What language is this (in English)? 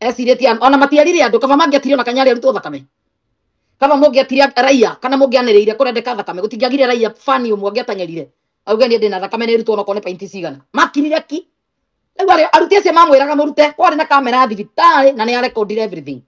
Kikuyu